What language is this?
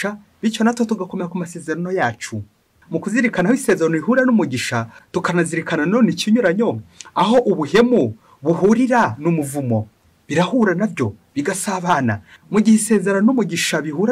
Kinyarwanda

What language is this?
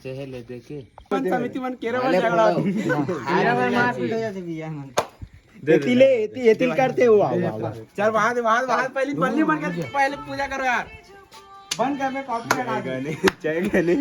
Chhattisgarhi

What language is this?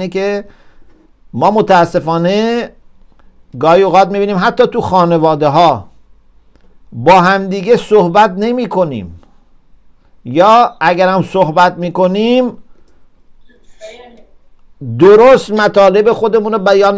Persian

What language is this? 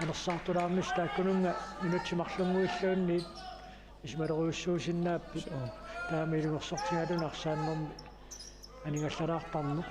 Kalaallisut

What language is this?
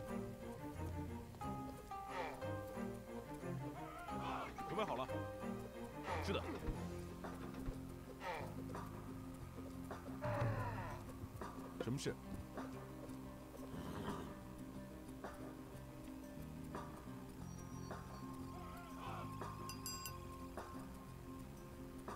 Chinese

